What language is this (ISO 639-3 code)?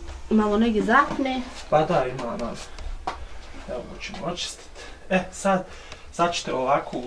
bos